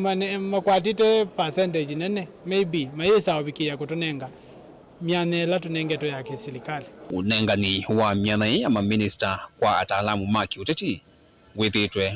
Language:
Kamba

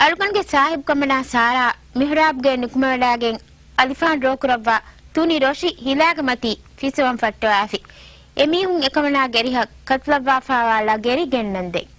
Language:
Divehi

